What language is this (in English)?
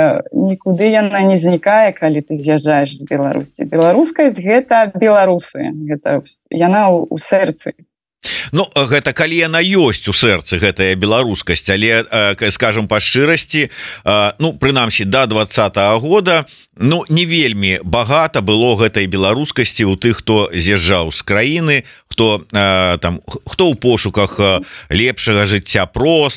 Belarusian